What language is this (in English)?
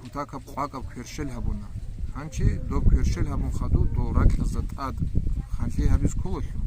Avaric